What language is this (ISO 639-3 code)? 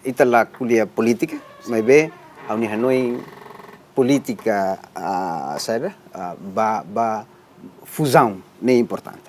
tet